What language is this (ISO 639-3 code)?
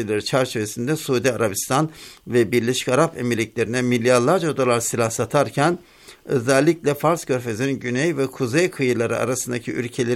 tur